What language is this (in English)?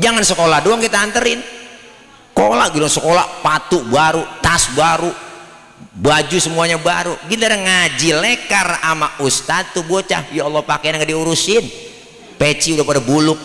Betawi